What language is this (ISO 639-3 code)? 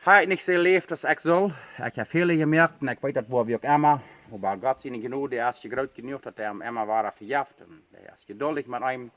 pdt